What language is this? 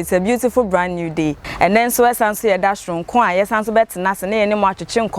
Akan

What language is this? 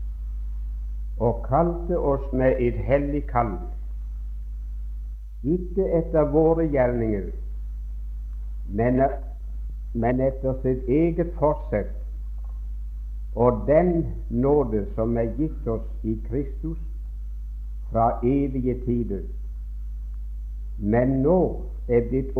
Norwegian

